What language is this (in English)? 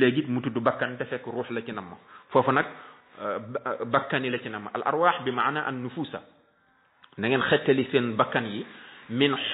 Wolof